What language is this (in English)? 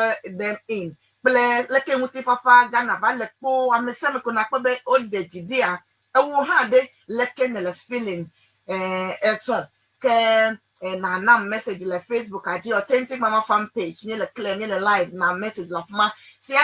Ewe